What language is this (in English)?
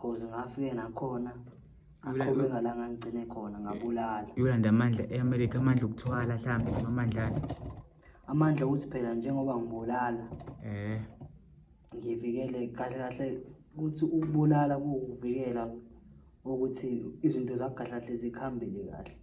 Zulu